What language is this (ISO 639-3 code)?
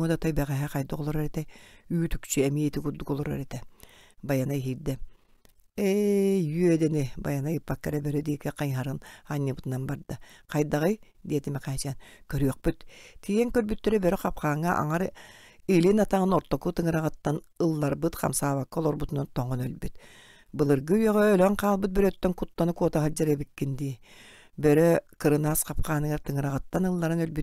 sah